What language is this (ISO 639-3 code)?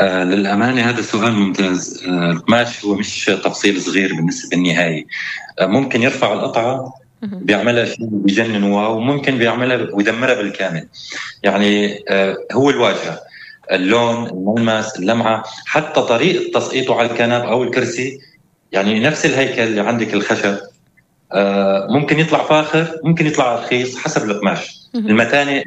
apc